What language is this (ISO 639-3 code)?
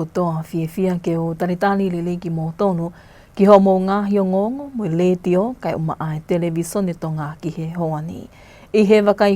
ton